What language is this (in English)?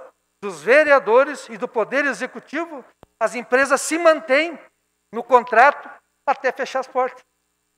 Portuguese